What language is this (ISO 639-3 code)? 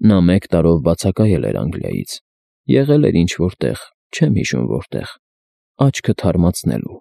hye